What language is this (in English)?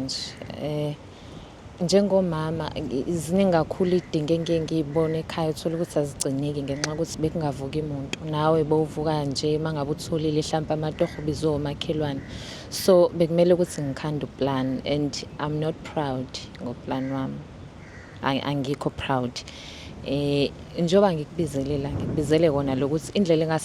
Zulu